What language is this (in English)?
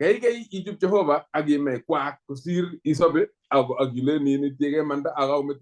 Kalenjin